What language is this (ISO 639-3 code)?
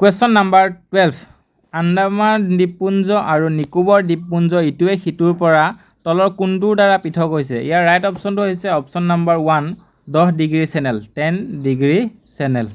asm